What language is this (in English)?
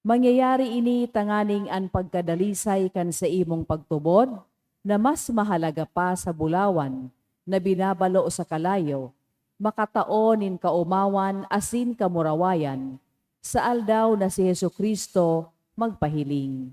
Bikol